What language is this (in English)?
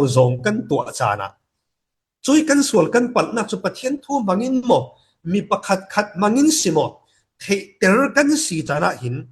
Falam Chin